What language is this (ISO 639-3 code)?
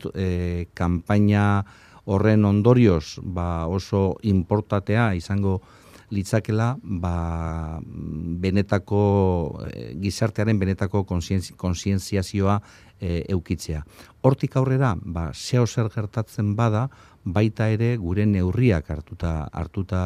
eus